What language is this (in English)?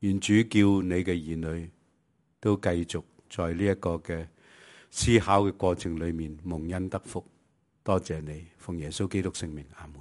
Cantonese